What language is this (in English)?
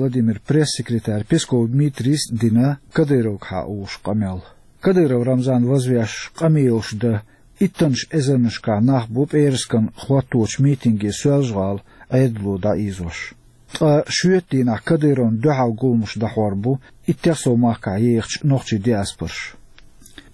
Chechen